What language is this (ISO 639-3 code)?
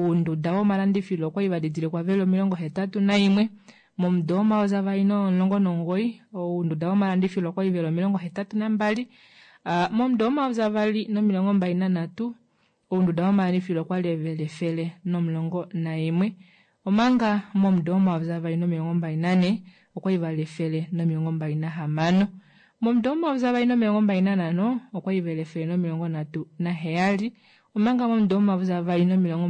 kua